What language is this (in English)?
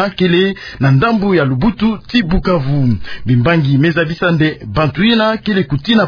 Kituba (Democratic Republic of Congo)